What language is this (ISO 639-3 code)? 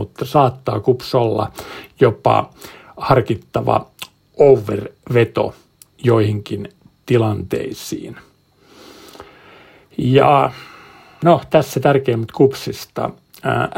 fin